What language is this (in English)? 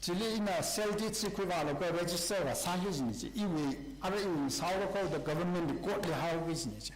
Tangkhul Naga (India)